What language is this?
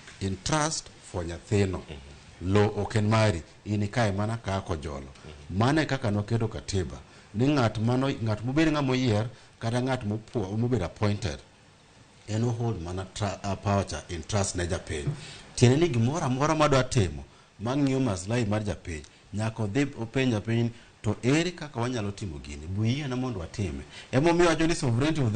Luo (Kenya and Tanzania)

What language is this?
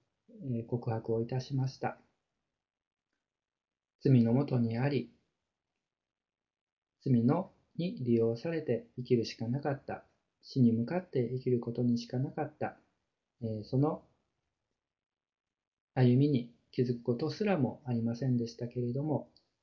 Japanese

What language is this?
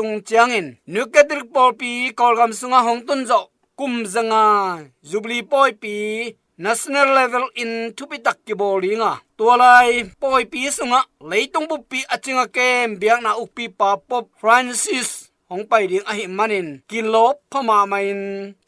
Tedim Chin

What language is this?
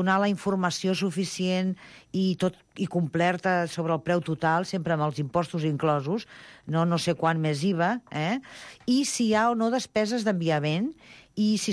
Catalan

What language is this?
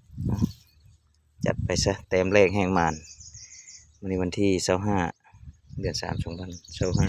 Lao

